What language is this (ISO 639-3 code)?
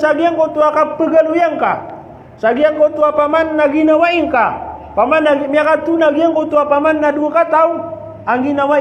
mrw